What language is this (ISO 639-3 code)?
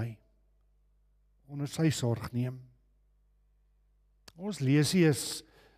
afr